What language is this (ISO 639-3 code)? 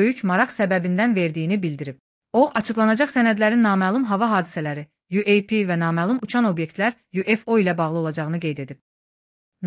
aze